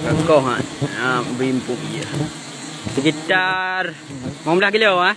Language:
Achinese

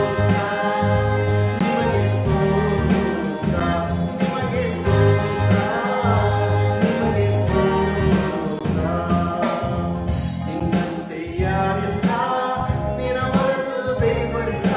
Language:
Kannada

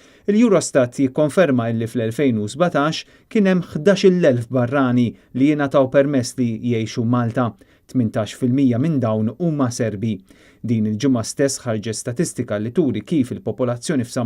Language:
Maltese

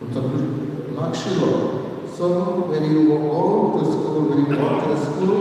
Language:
Konkani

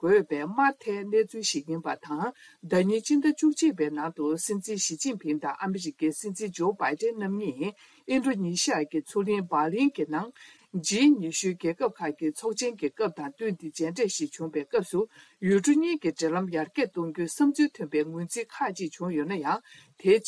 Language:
Tibetan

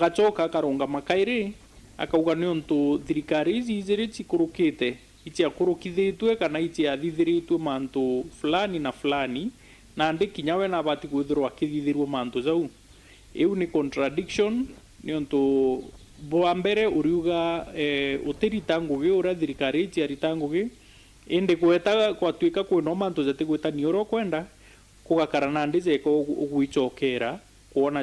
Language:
Meru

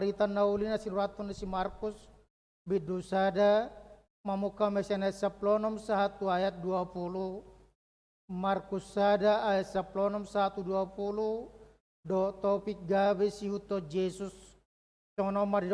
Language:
Batak Toba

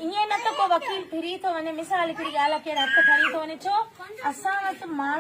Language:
Sindhi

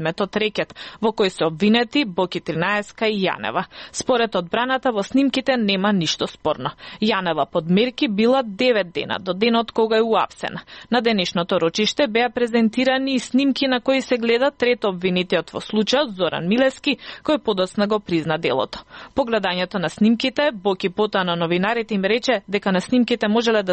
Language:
Macedonian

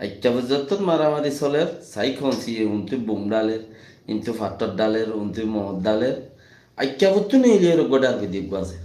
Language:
Rohingya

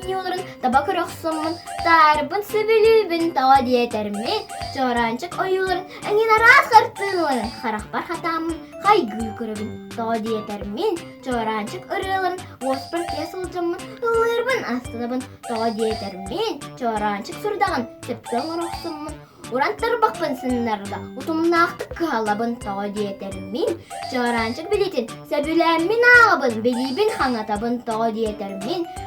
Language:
Yakut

